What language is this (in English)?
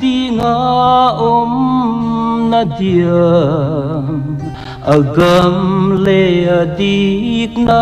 Paite Chin